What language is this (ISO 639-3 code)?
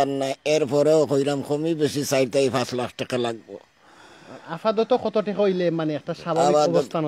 syl